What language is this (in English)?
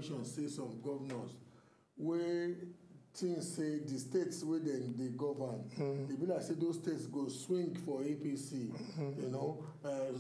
Nigerian Pidgin